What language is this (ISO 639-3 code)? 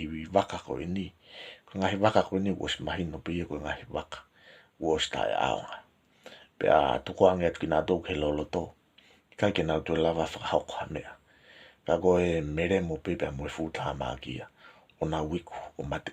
ton